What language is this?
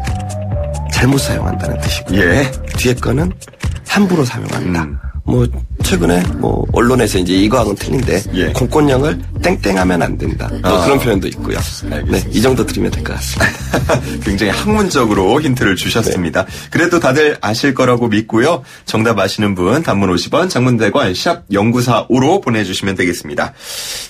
Korean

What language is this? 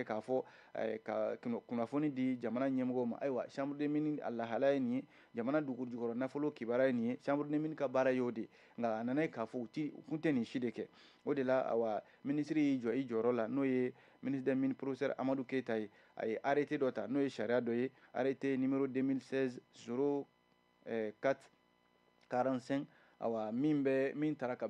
Bambara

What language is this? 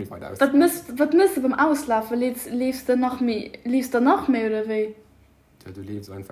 Luxembourgish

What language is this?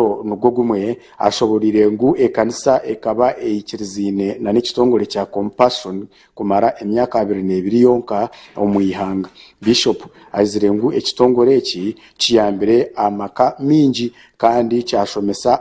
Nyankole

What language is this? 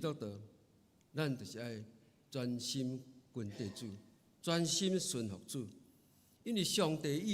Min Nan Chinese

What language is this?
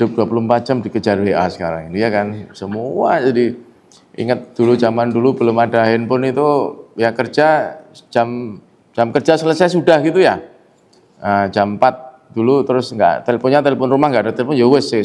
Indonesian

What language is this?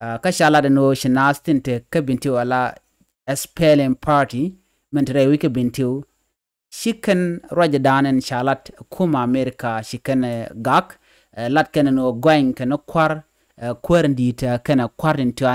Nuer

